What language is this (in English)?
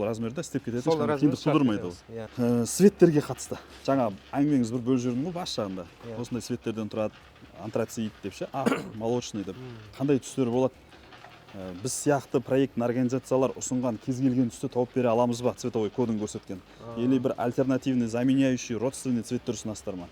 Kazakh